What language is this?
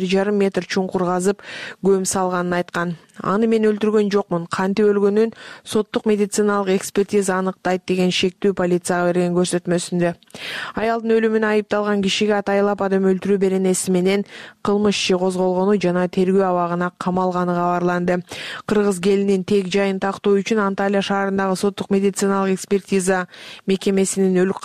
Kyrgyz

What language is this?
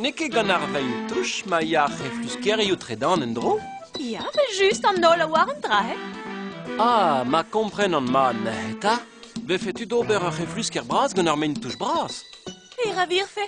Breton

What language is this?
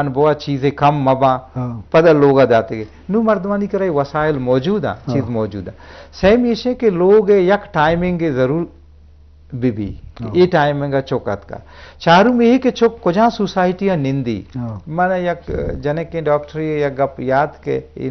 Eastern Balochi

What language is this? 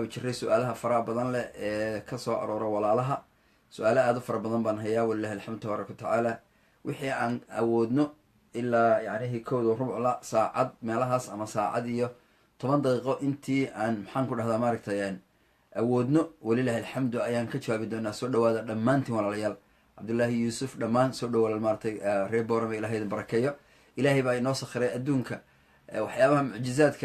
Somali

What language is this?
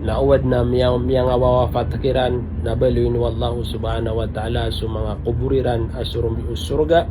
Maranao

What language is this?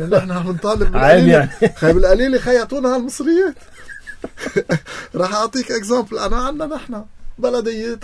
North Levantine Arabic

